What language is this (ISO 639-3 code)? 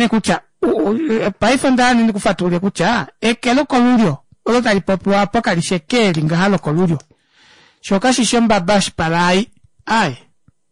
kua